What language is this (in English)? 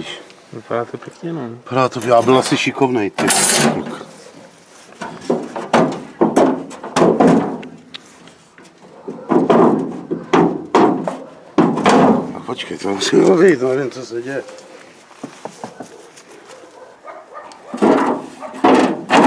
Czech